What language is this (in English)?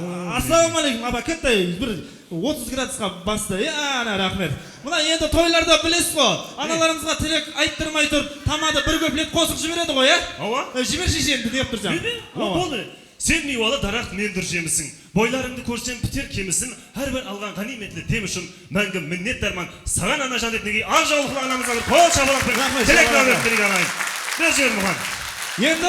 Kara-Kalpak